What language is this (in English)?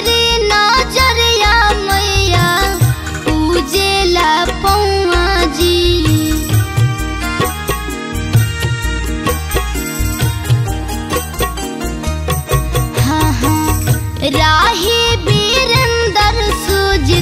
Bhojpuri